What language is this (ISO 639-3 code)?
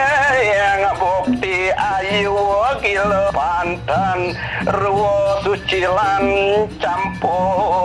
ban